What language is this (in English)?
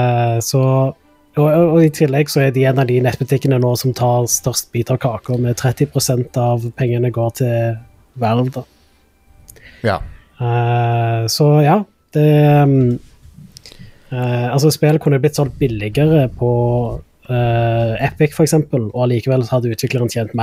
Norwegian